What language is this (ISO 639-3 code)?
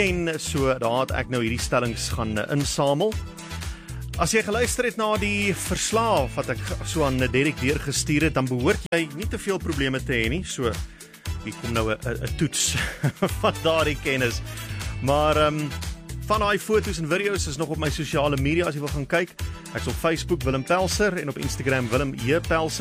afr